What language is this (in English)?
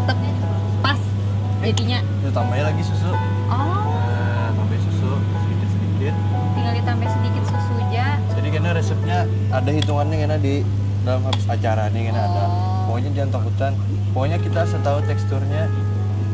Banjar